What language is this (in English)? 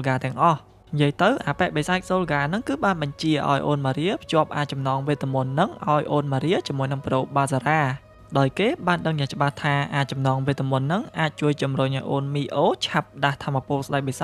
Khmer